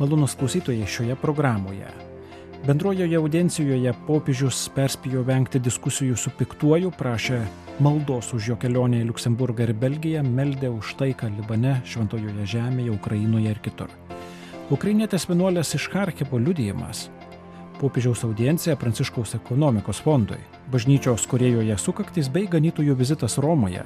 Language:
Lithuanian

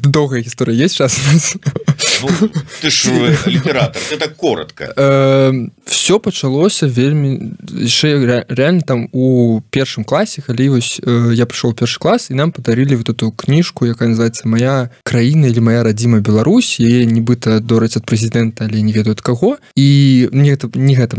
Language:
Belarusian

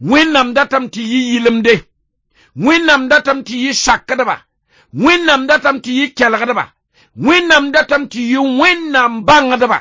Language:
Mossi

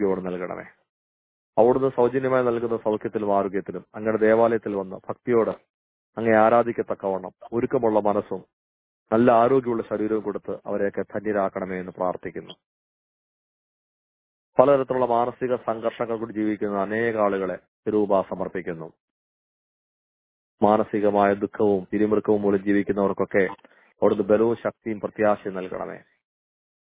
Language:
Malayalam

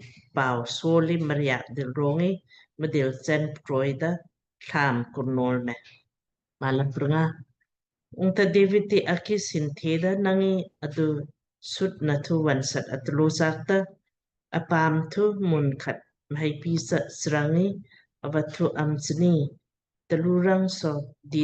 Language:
Lamkang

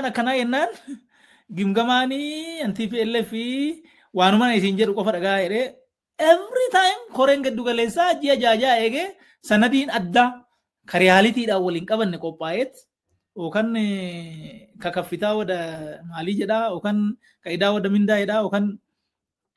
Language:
Oromo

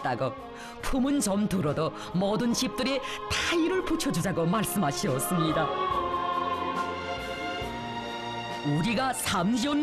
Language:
Korean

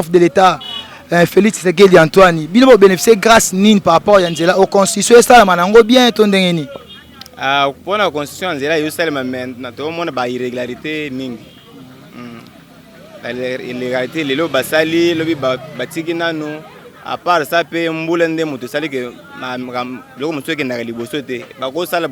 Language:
Lingala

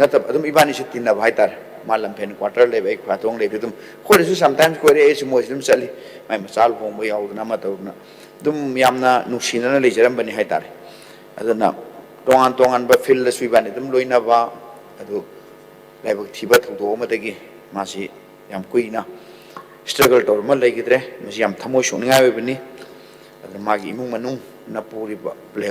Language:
Manipuri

